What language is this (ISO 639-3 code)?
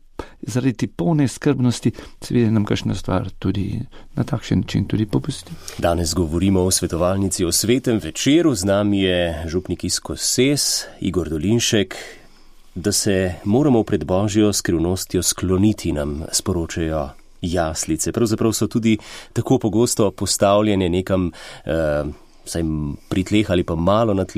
slv